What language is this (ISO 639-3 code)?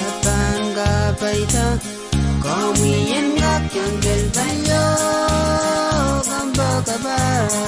pon